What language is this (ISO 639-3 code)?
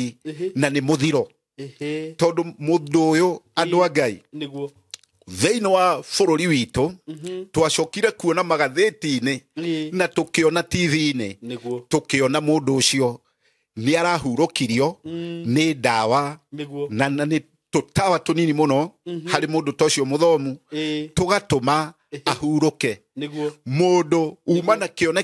kik